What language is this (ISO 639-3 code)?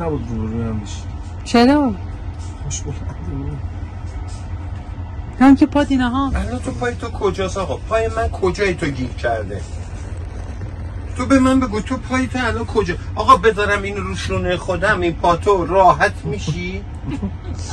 fas